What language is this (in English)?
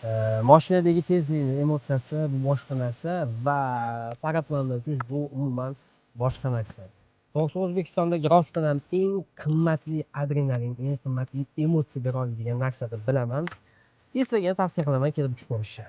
Uzbek